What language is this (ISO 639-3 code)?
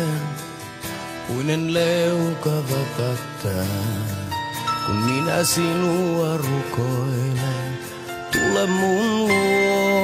fin